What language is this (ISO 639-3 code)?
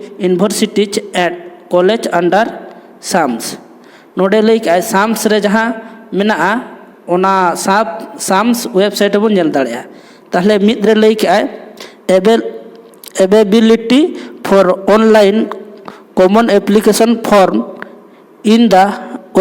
sat